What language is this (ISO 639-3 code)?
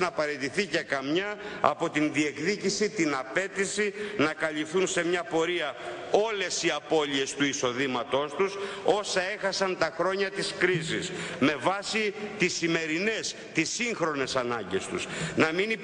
ell